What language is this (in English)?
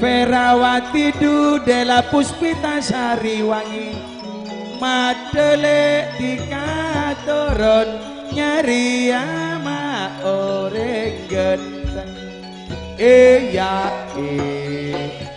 Madurese